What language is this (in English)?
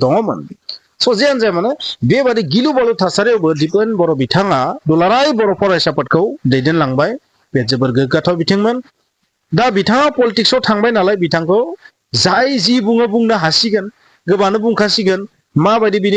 Bodo